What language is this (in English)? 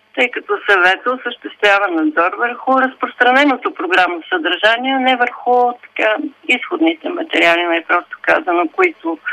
Bulgarian